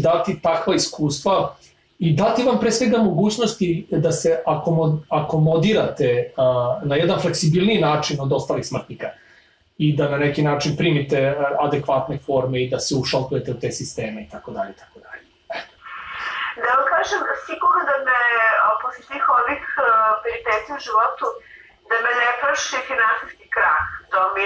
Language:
Serbian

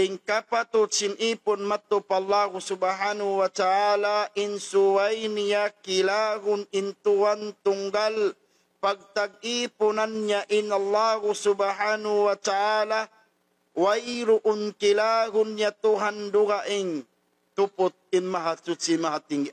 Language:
Tausug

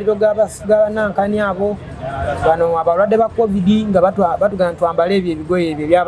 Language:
Ganda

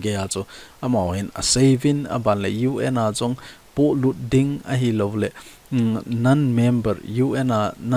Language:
Thado Chin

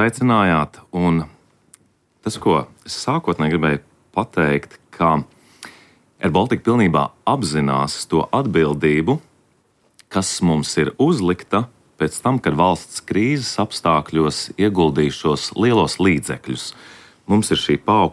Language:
Latvian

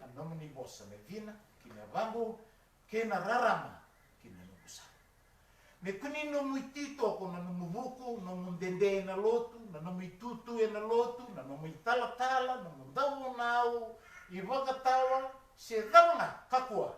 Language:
Fijian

